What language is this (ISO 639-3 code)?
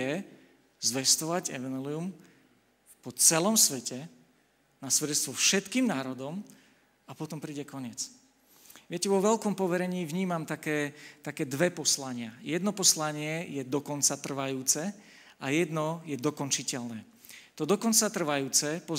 slk